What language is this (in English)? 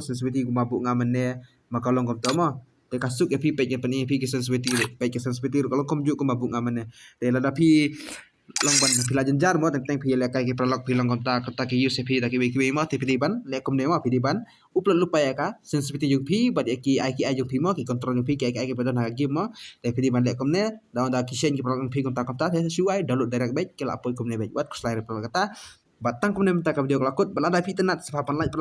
Khasi